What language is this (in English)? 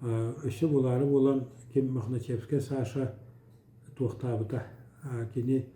Yakut